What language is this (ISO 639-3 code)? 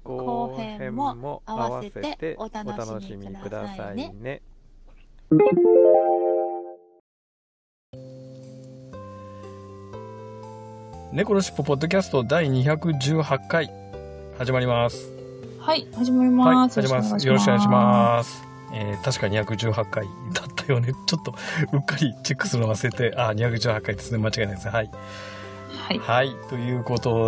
jpn